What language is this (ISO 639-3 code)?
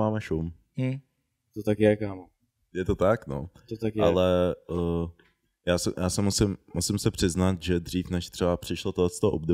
ces